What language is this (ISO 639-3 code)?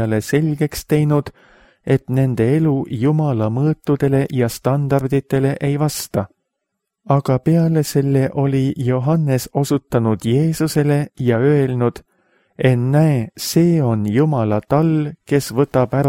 est